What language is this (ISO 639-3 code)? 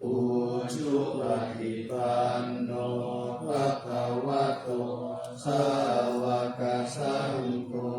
pli